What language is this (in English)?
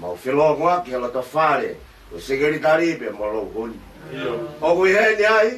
Tongan